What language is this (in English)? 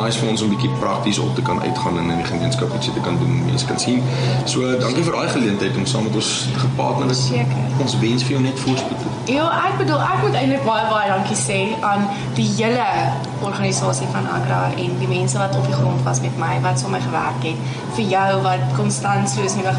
Afrikaans